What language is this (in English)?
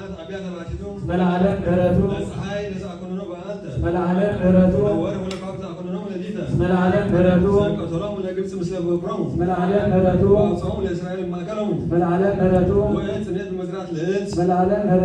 Geez